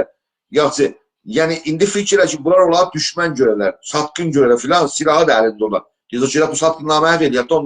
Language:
South Azerbaijani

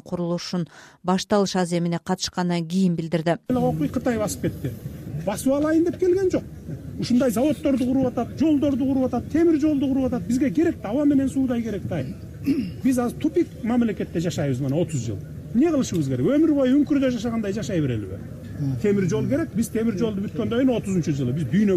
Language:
Kyrgyz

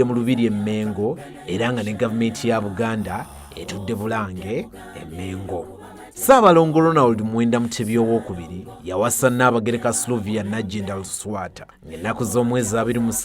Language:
Ganda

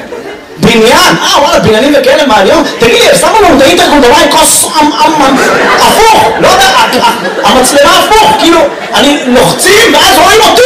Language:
Hebrew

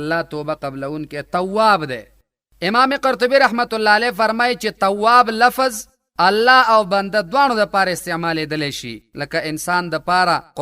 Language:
Pashto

